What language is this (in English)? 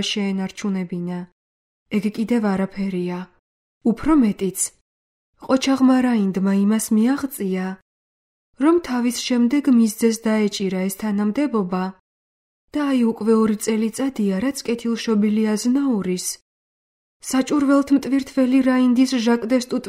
Georgian